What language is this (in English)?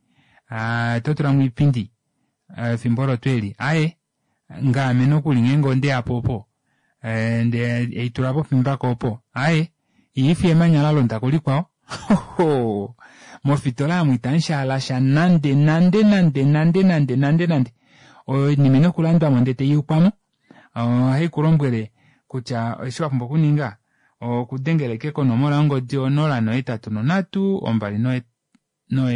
Kuanyama